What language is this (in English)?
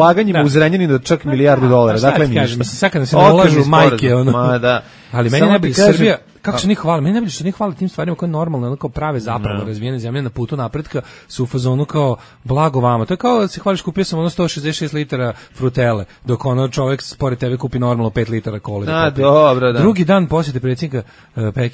Serbian